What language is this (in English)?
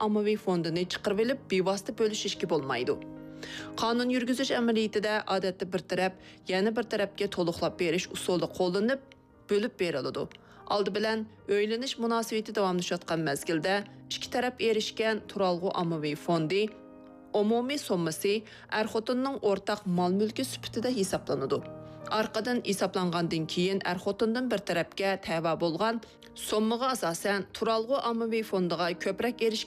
Uyghur